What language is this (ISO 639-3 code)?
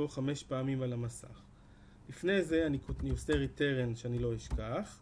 heb